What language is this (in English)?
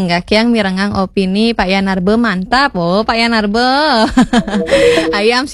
Balinese